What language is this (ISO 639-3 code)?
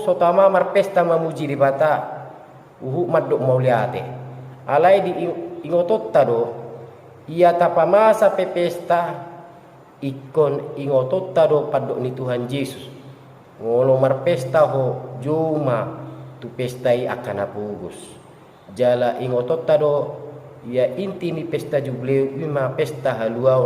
bbc